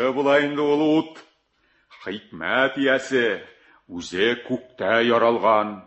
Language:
Tatar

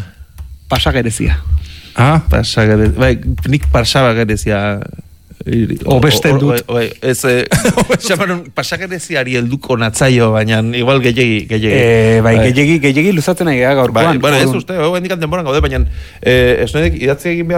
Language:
Basque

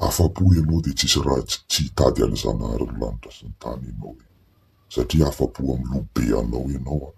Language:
Malagasy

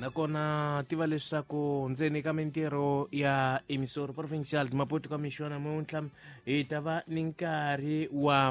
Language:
Tsonga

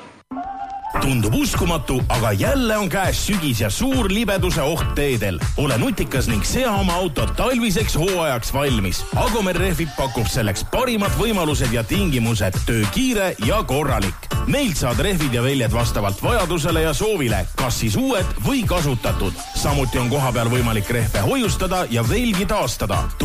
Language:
Estonian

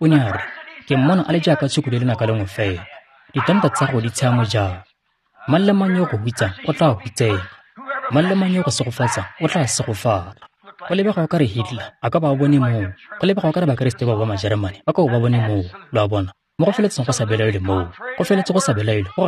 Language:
Tswana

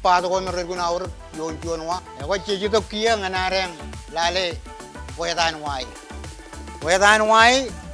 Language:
Marshallese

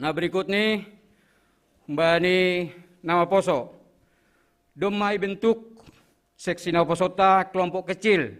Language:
Batak Simalungun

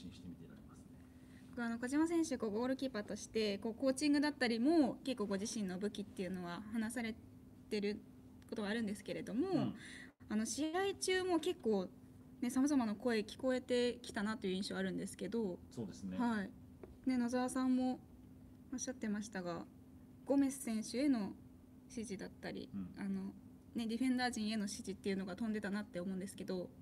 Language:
Japanese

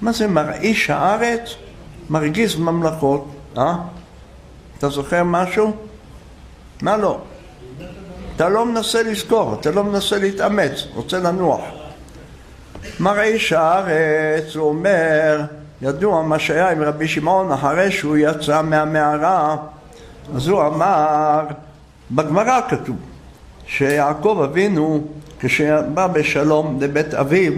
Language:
Hebrew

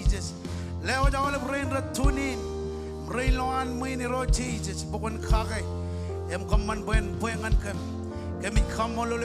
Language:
Marshallese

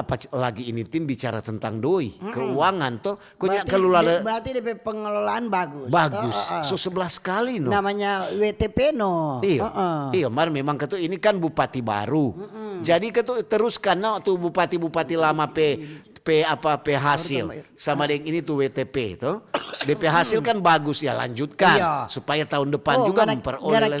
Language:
Manado Malay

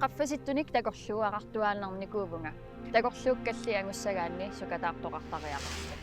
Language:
Kalaallisut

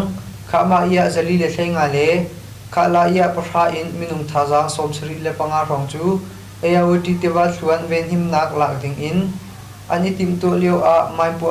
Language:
Hakha Chin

